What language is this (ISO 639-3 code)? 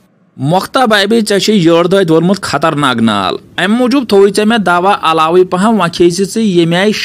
kas